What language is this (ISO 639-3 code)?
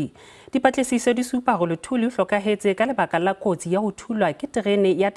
sot